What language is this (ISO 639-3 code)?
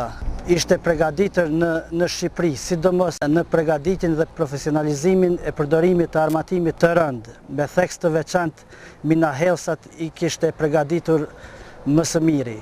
sqi